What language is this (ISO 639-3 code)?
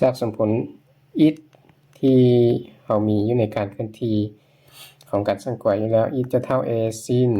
lao